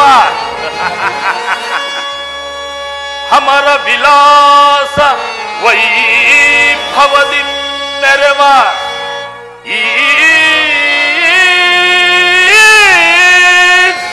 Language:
Kannada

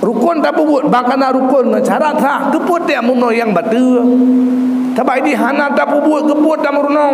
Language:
Achinese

